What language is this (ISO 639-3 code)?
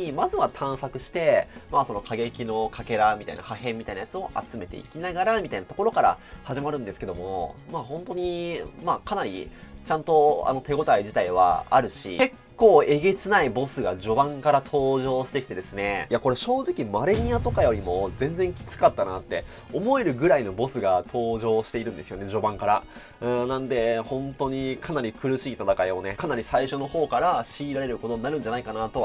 jpn